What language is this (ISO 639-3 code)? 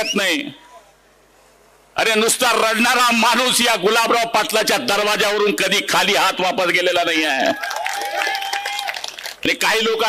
mar